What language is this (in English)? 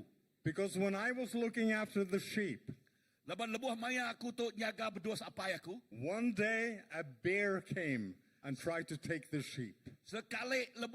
Iban